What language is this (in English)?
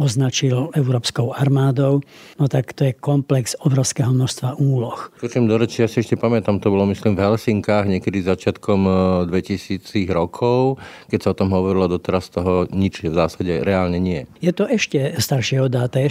Slovak